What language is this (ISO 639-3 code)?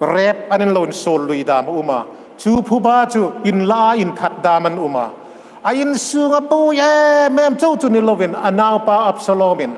hmr